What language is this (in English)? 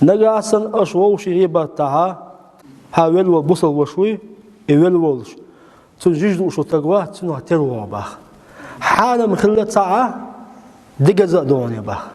Chechen